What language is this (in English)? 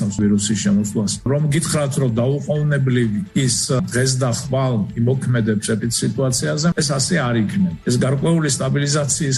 Georgian